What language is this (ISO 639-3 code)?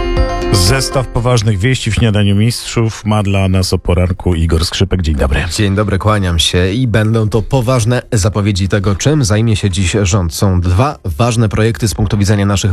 pol